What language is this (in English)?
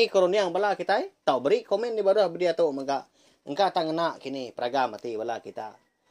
Iban